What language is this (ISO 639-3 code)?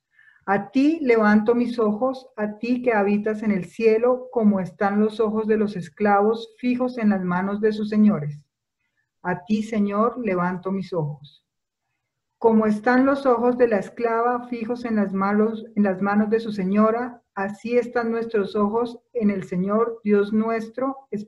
spa